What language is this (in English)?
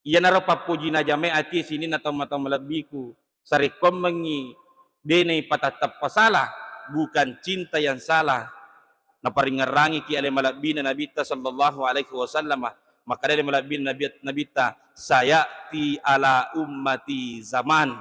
Buginese